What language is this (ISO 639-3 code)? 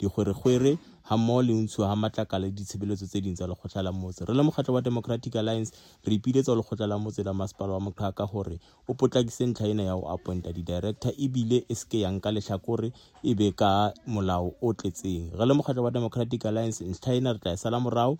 sot